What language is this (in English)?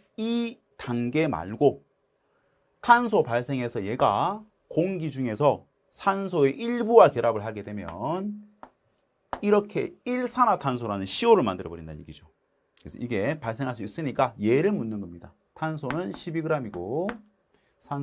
Korean